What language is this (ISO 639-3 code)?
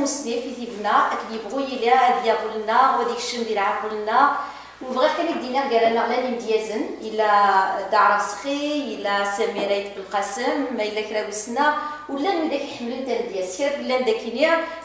kab